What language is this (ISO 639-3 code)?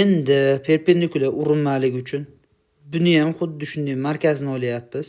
uzb